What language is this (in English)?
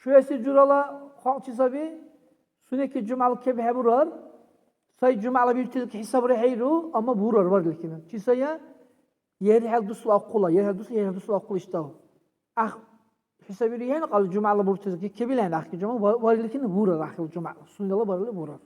Dargwa